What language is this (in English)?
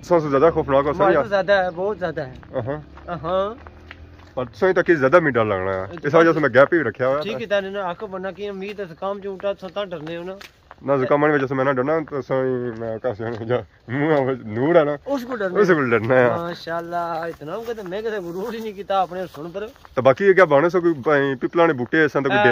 Pahari-Potwari